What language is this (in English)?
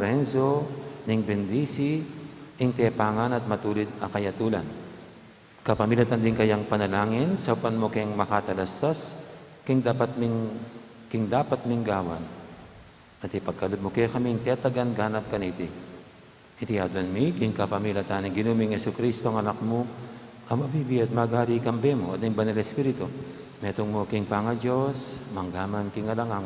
Pampanga